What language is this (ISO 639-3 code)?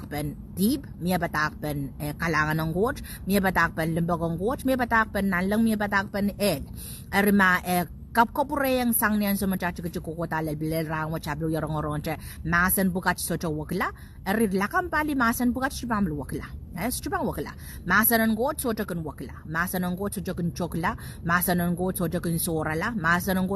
pon